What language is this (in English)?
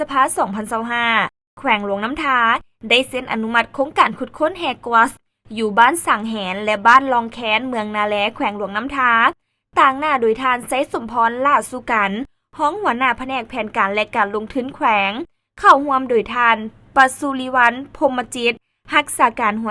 Lao